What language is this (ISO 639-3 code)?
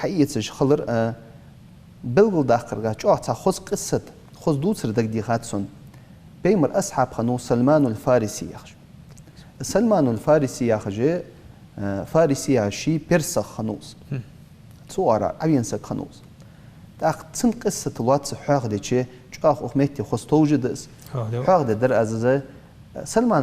inh